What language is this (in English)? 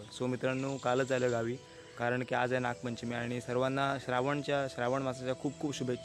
Marathi